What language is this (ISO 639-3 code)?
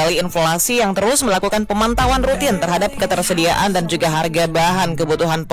ind